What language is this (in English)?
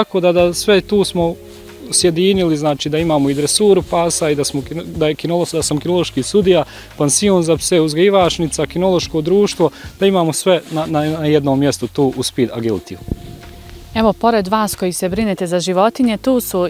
Bosnian